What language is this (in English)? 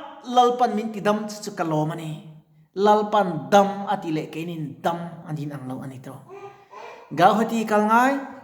Mizo